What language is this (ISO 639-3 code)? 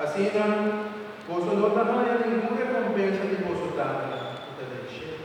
pap